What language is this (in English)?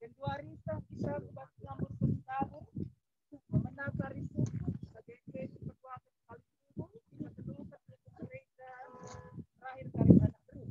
Batak Karo